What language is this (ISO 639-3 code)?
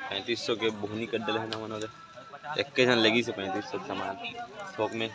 hne